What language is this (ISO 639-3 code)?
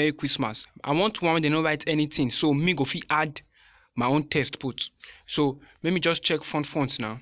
pcm